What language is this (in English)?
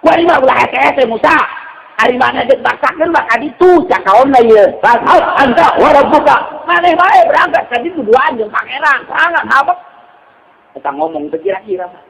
Sundanese